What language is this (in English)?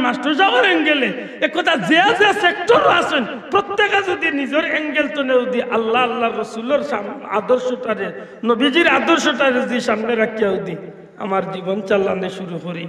Sylheti